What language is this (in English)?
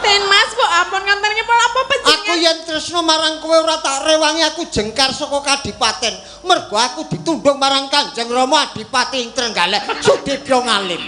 Javanese